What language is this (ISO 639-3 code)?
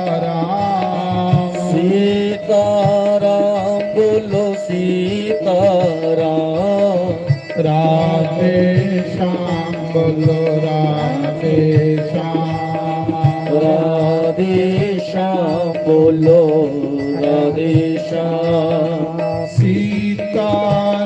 doi